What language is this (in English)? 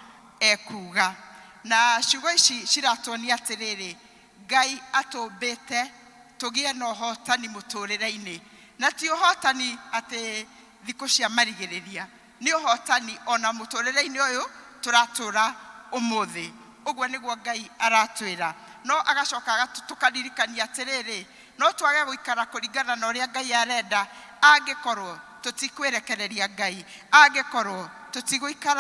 Kikuyu